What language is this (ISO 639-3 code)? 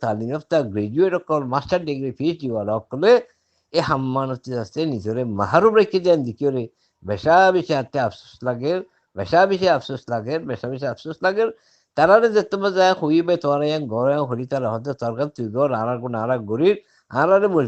rhg